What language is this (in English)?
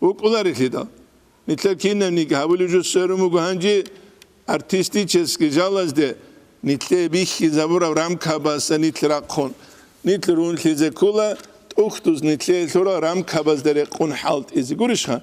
Avaric